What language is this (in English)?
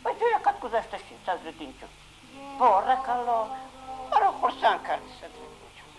Tajik